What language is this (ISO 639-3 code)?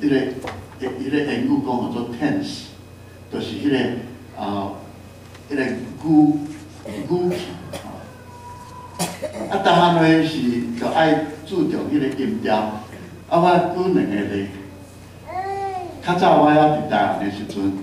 nan